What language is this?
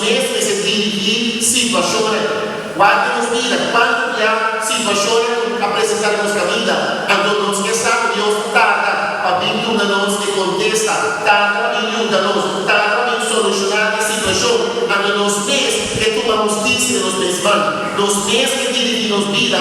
Papiamento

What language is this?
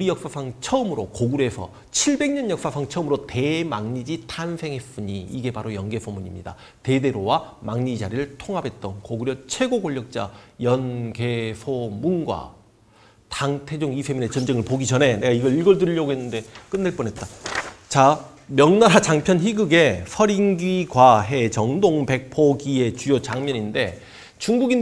Korean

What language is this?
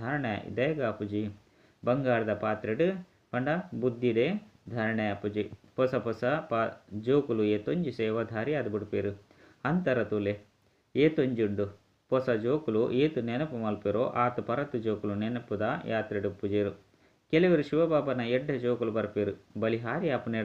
Tulu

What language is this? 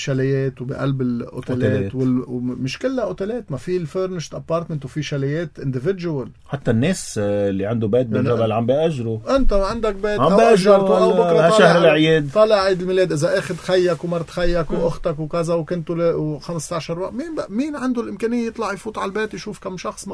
North Levantine Arabic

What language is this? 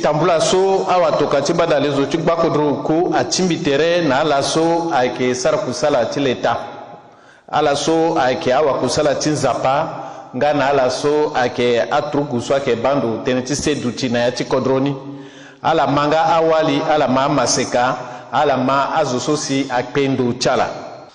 Sango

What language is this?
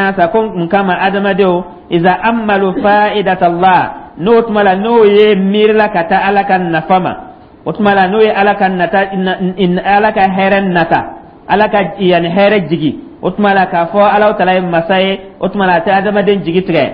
Dyula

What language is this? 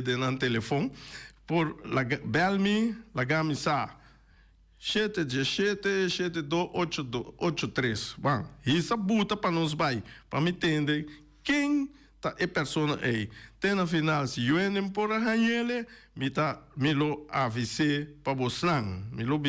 Papiamento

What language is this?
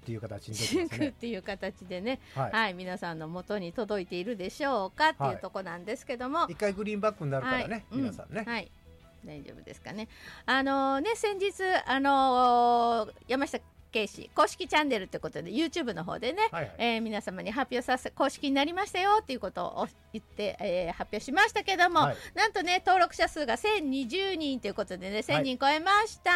Japanese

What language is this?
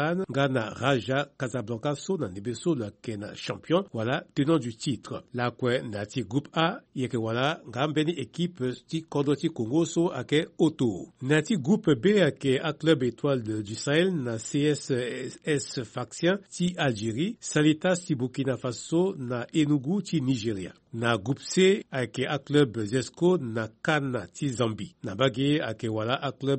Sango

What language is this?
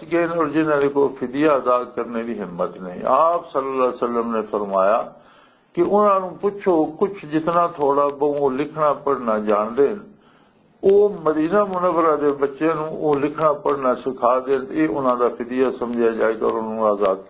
Western Panjabi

